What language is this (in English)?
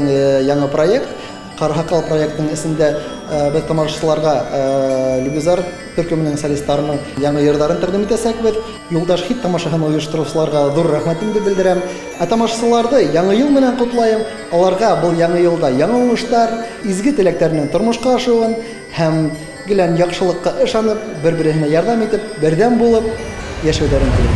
Bashkir